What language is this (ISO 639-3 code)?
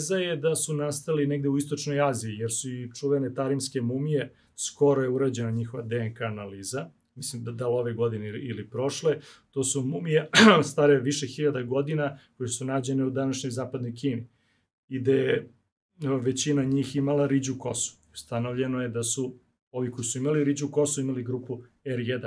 srp